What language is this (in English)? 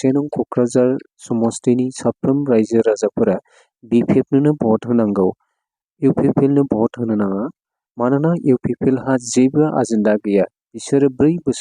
Bodo